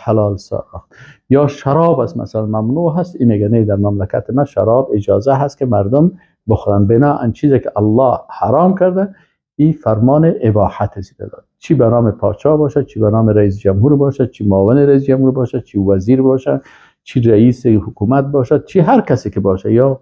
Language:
Persian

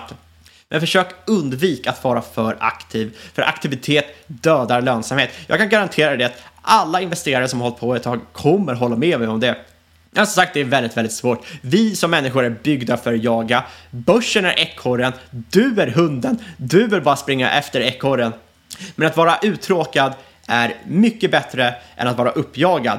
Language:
Swedish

